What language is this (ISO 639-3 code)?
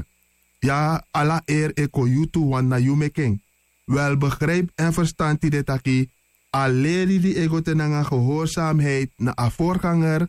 srn